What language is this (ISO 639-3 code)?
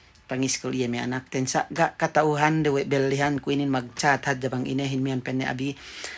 yka